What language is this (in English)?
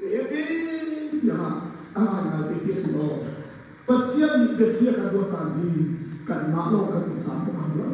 Hakha Chin